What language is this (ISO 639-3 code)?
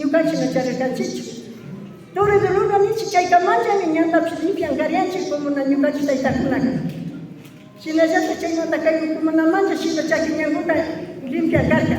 qvi